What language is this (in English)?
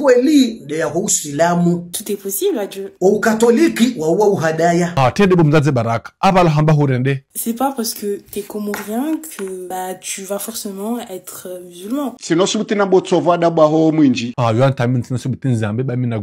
Ngazidja Comorian